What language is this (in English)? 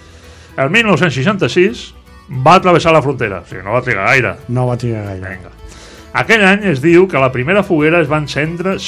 Catalan